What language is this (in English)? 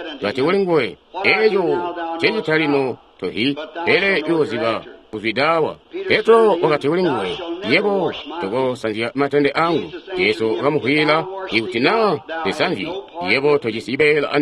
Tonga (Zambia)